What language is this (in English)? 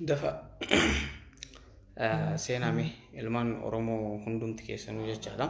Oromo